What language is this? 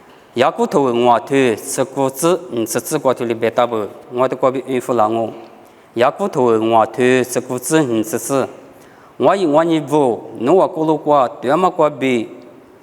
Lisu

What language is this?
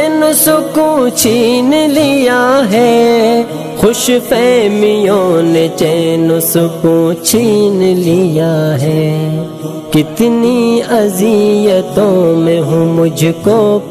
Urdu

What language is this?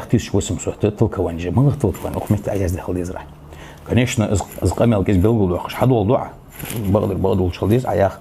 Ingush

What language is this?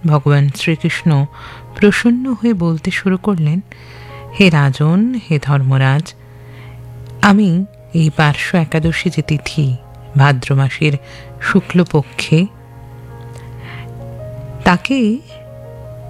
Bangla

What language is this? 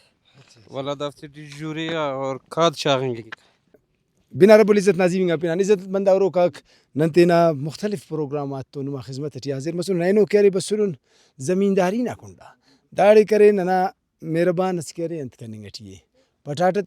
Brahui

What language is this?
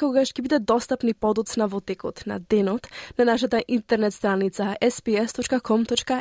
Macedonian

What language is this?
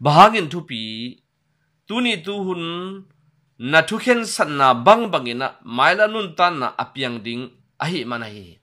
Tedim Chin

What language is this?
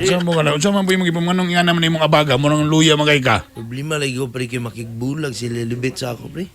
Cebuano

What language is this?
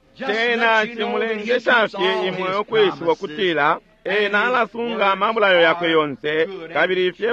Bemba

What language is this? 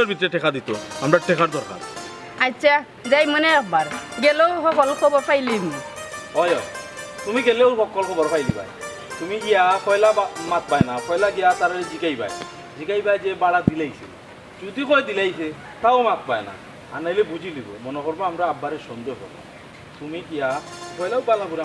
Sylheti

